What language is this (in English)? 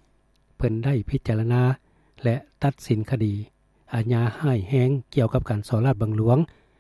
Lao